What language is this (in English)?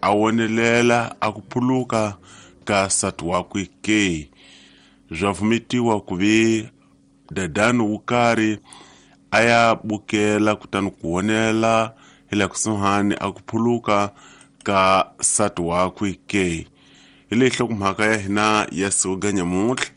Tsonga